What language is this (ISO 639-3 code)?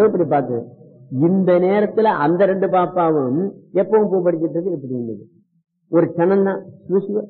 tam